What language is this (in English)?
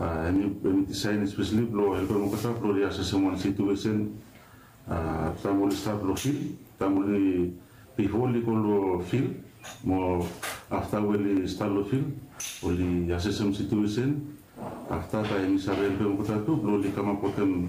Bislama